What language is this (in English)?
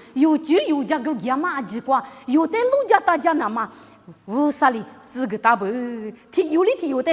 Lisu